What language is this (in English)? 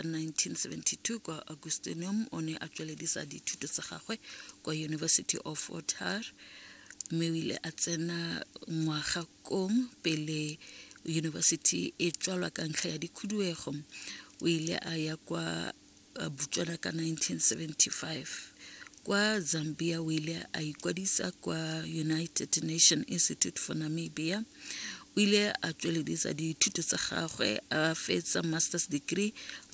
Tswana